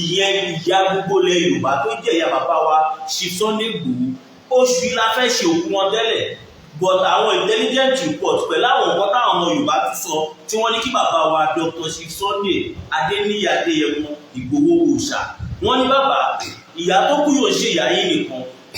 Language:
Yoruba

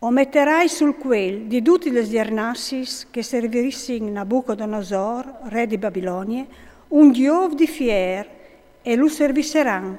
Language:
Friulian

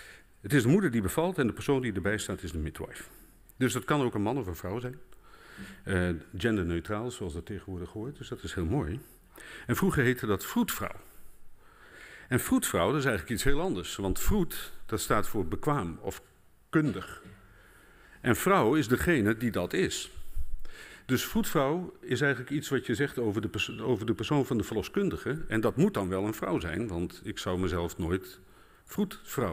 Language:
Dutch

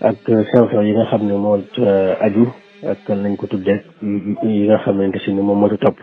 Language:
Wolof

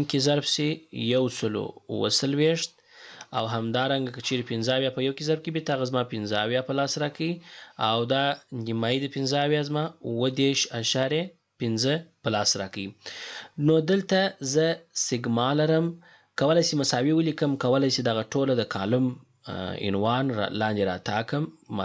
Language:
Pashto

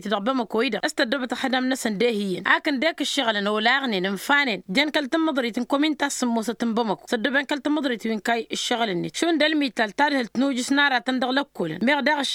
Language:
Tamasheq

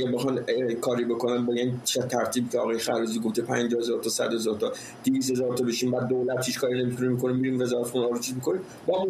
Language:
Persian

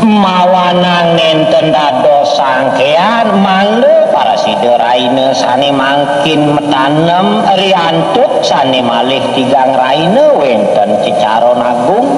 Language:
Balinese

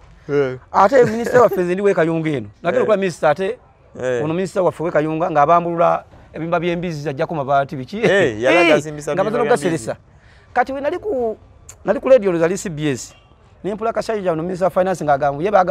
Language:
Ganda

